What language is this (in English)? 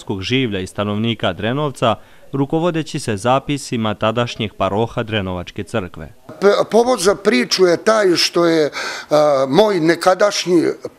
Serbian